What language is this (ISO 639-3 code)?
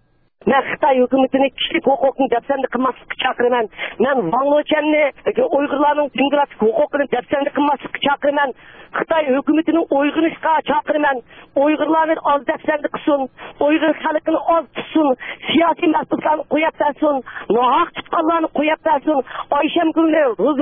uig